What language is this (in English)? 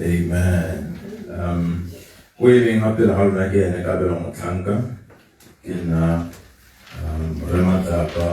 Tswana